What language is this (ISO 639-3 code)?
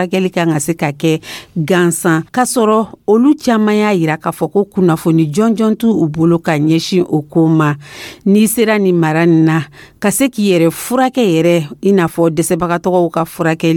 dyu